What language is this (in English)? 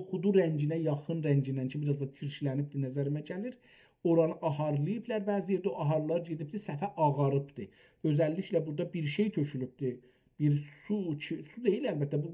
South Azerbaijani